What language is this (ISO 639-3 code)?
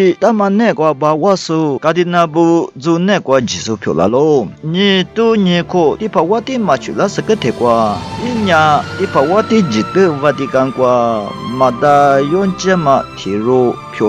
lis